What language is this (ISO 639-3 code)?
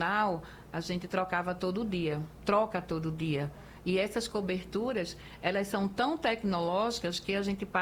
por